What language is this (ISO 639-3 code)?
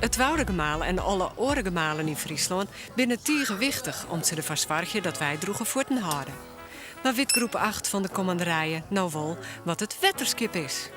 fry